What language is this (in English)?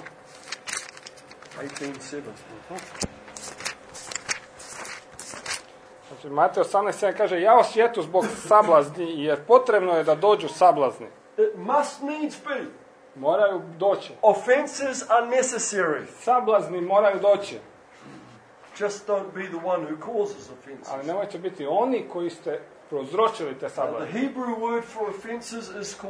Croatian